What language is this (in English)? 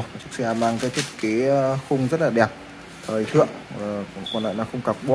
Vietnamese